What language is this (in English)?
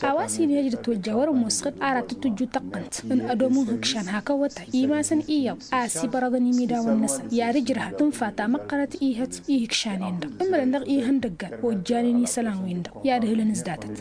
Tamasheq